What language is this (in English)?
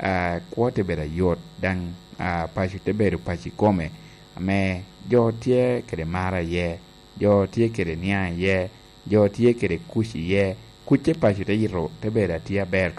Lango (Uganda)